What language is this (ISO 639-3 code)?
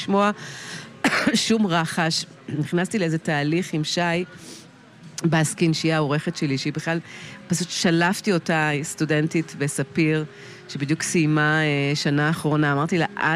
heb